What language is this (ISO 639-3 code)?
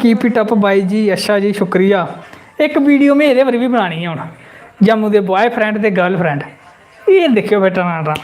doi